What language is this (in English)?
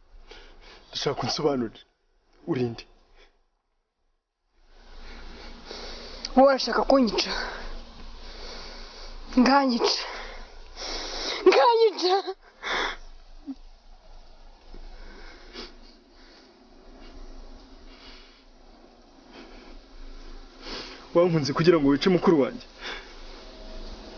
Kinyarwanda